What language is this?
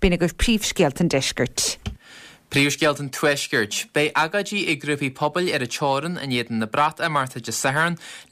Irish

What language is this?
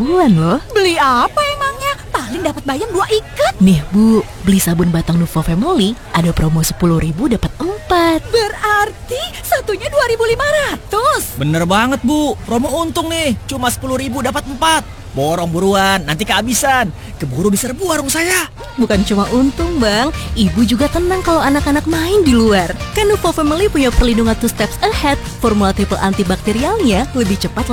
Indonesian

